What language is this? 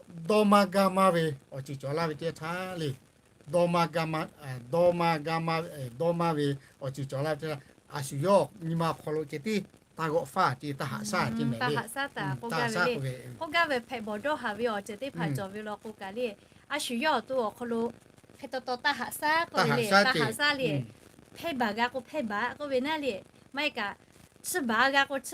Lahu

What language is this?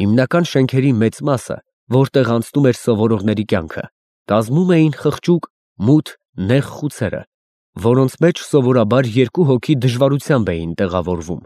Armenian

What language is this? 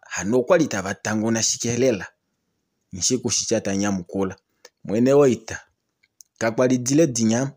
Kuanyama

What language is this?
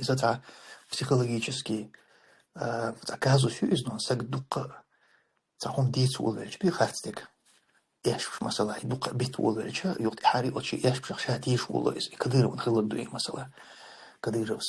Chechen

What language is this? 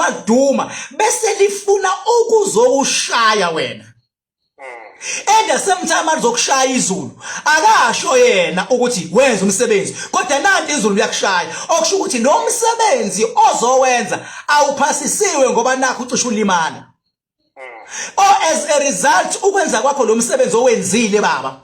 Zulu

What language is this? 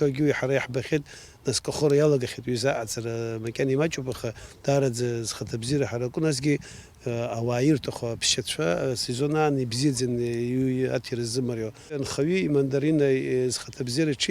Abkhazian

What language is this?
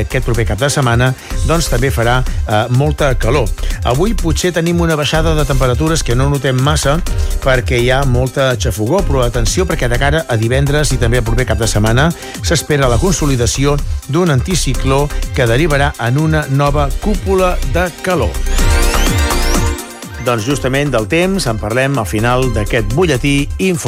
Catalan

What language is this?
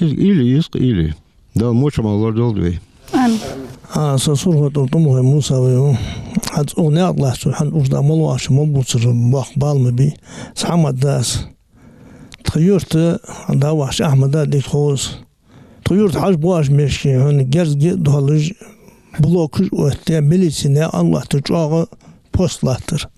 Ingush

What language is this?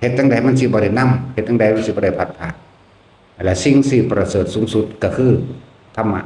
Northeastern Thai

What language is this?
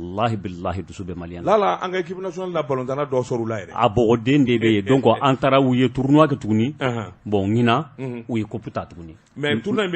Bambara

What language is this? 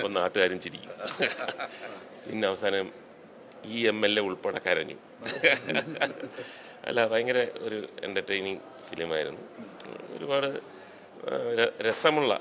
Malayalam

